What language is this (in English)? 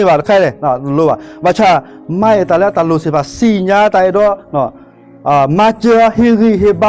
S'gaw Karen